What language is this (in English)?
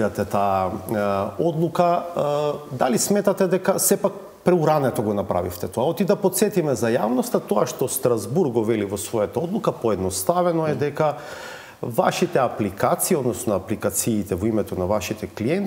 Macedonian